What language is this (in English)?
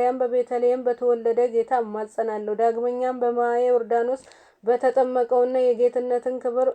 Amharic